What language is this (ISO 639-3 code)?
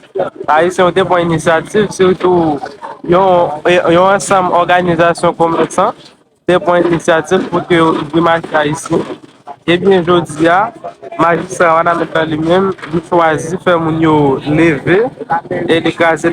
hat